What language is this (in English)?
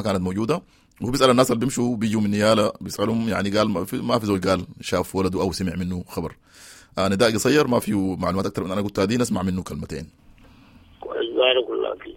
Sudanese Arabic